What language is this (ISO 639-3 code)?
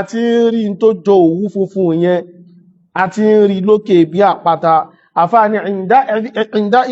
yor